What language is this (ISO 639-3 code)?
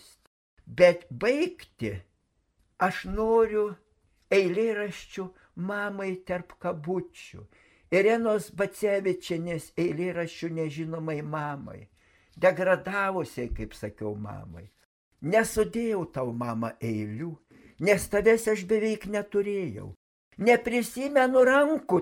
lit